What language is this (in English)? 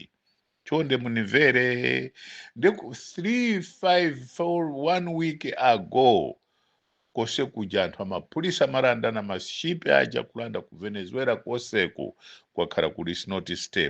Nyanja